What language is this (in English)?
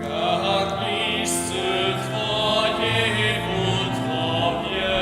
Upper Sorbian